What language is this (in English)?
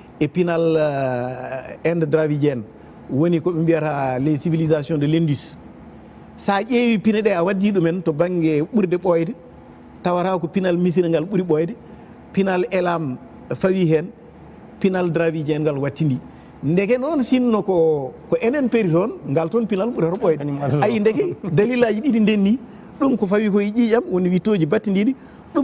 Fula